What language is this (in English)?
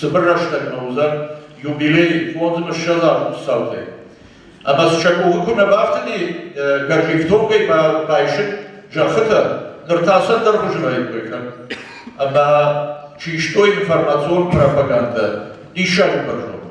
Ossetic